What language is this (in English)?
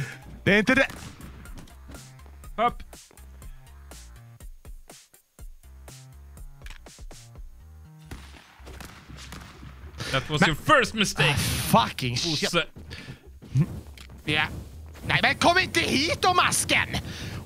Swedish